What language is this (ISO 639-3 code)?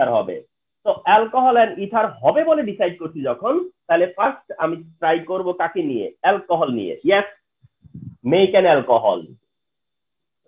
ben